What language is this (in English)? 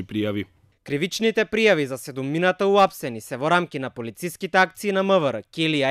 Macedonian